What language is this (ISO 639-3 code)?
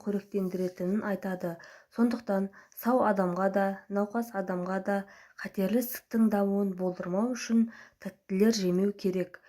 kaz